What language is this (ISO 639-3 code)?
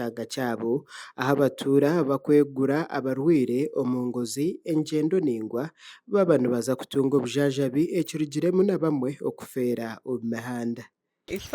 nyn